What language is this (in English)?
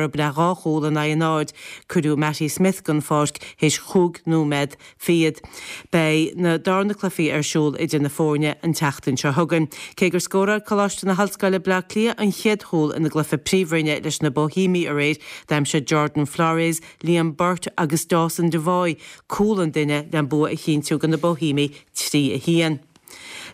Irish